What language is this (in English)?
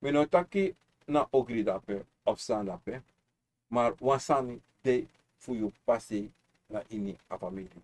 Sranan Tongo